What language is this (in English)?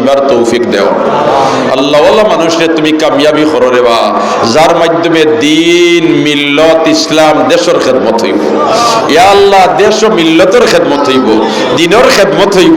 Sylheti